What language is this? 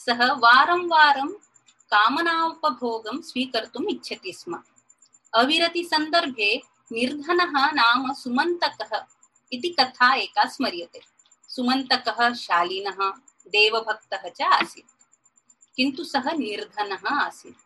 Sanskrit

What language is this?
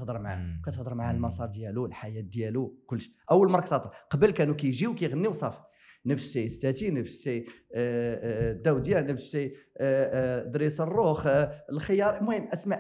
Moroccan Arabic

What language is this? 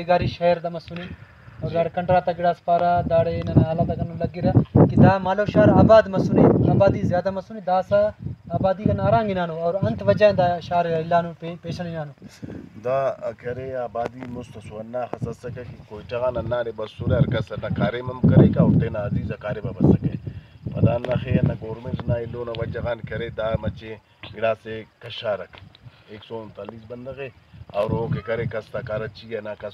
Brahui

